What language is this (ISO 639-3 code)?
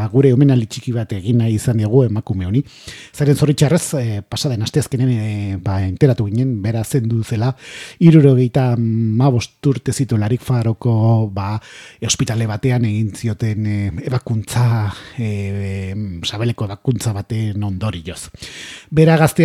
eus